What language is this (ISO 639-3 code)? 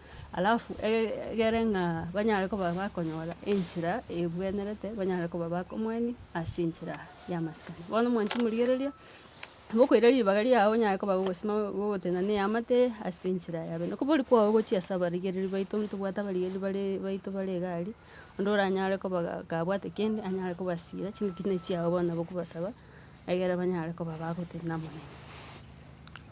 guz